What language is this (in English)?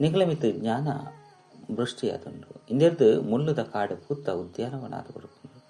Tulu